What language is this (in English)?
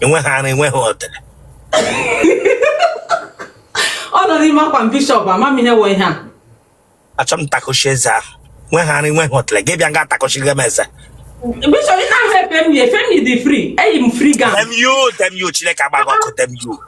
Igbo